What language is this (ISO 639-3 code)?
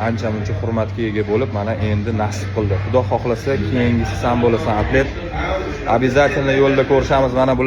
uzb